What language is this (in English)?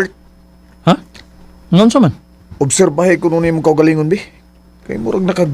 Cebuano